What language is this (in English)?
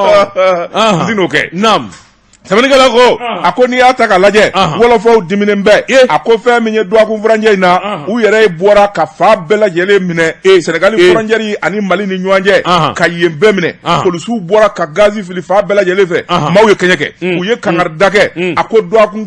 Bambara